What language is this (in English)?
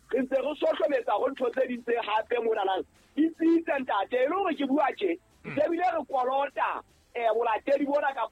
Southern Sotho